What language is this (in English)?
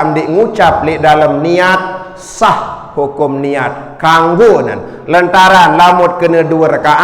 Sasak